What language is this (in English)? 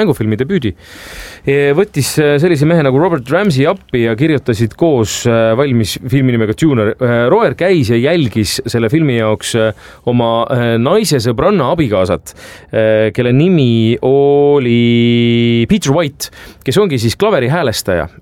Estonian